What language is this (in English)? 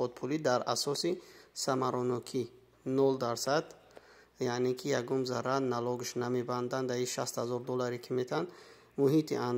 Tajik